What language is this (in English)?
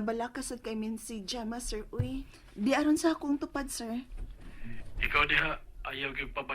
Cebuano